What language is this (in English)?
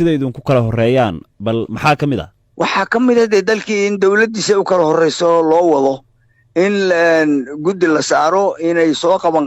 Somali